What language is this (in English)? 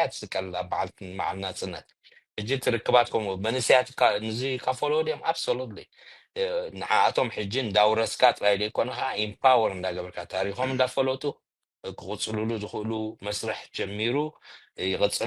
Tigrinya